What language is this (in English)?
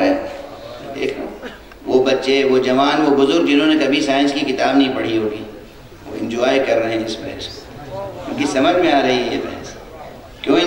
Urdu